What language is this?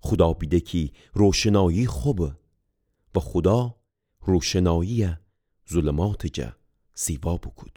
Gilaki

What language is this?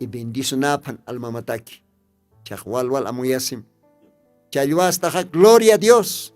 Aymara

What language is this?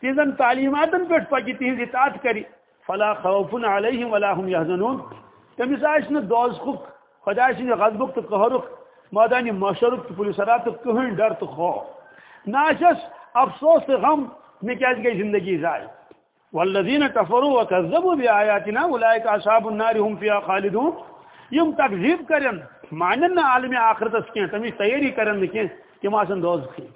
Kashmiri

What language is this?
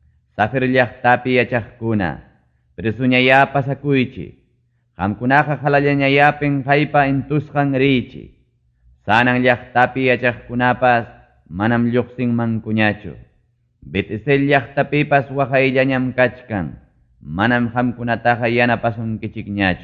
Ayacucho Quechua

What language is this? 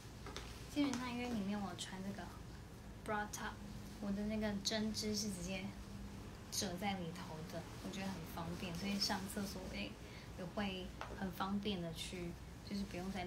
Chinese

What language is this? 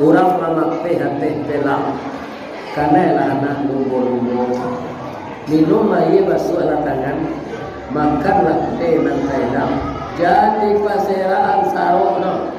Minangkabau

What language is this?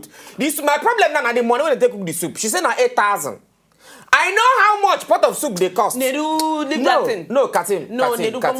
Nigerian Pidgin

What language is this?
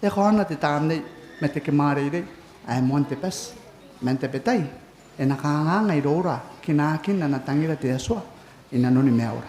Gilbertese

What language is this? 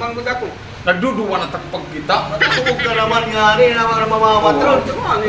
Waray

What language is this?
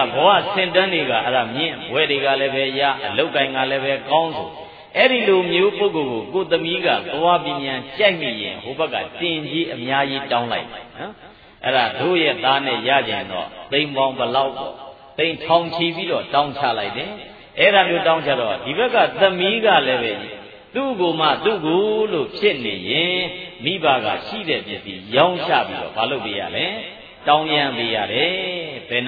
Burmese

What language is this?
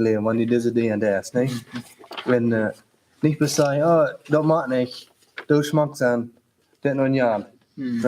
Plautdietsch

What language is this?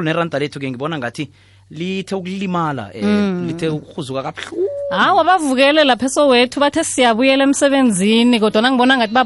South Ndebele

